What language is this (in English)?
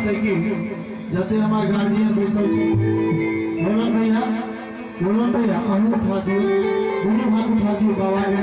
Maithili